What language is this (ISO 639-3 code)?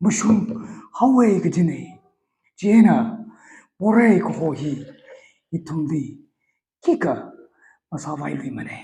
nmf